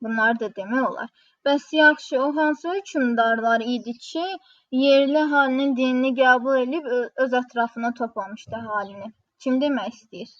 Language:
Azerbaijani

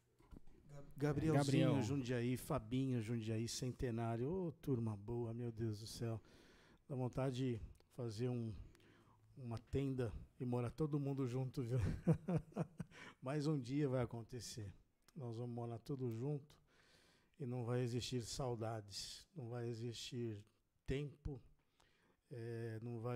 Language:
Portuguese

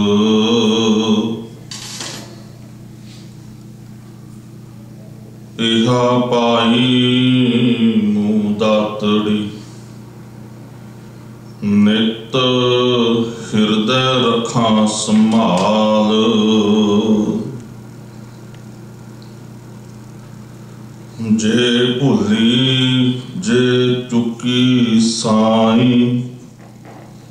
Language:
Punjabi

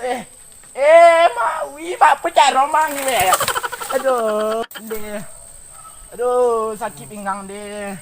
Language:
Minangkabau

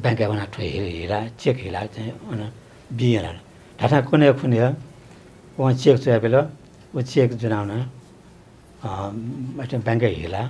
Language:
Newari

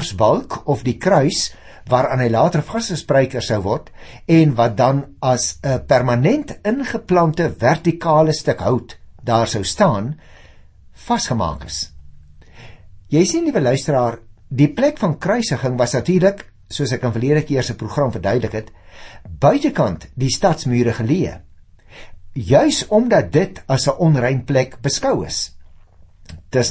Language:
Afrikaans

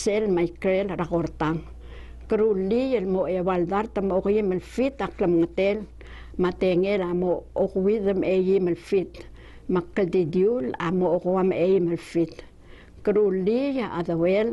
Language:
Palauan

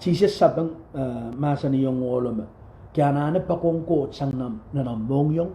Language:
Pohnpeian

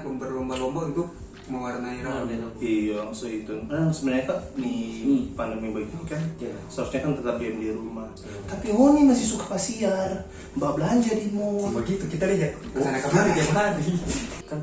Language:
Manado Malay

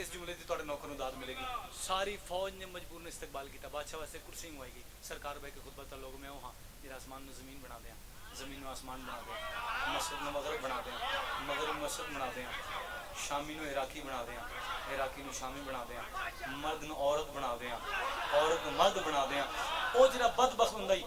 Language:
Pahari-Potwari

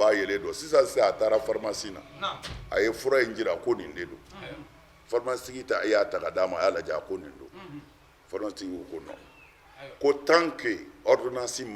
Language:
Bambara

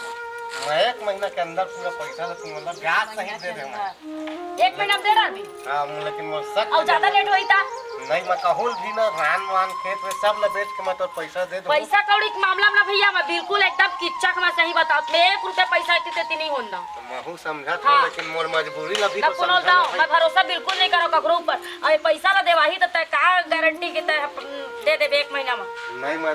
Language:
Chhattisgarhi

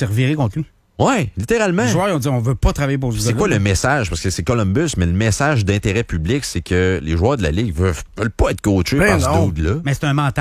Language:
French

